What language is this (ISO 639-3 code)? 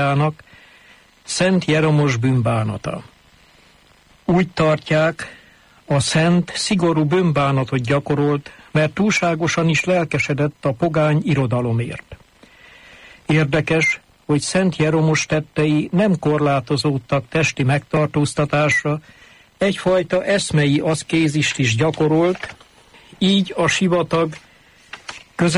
hun